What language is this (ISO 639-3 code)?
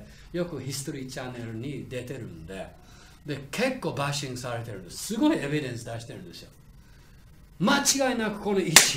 jpn